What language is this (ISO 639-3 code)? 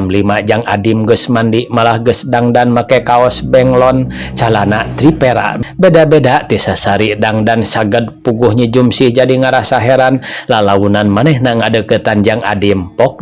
sun